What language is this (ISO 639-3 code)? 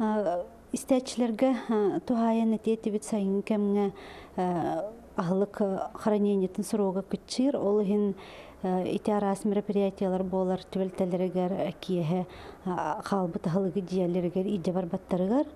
sah